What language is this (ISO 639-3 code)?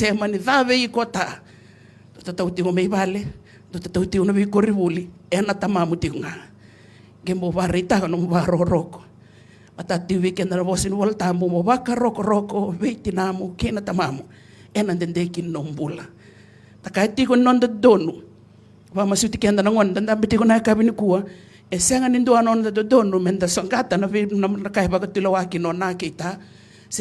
fij